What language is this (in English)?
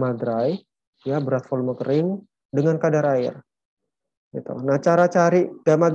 Indonesian